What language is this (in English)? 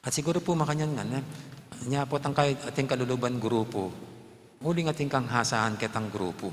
Pampanga